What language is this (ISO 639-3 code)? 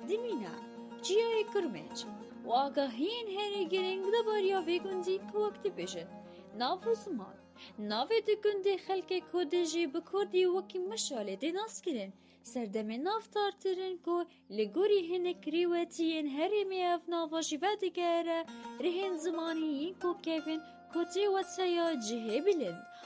kur